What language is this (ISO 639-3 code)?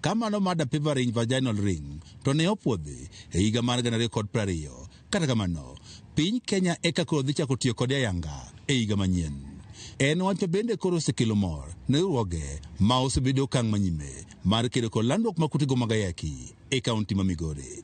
luo